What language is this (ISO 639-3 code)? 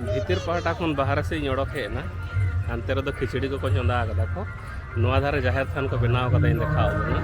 sat